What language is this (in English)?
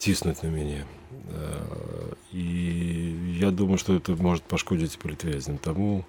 Belarusian